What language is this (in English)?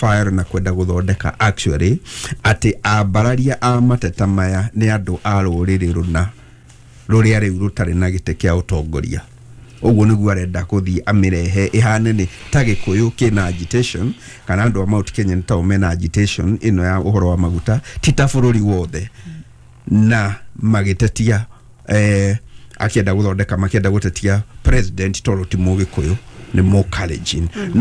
Kikuyu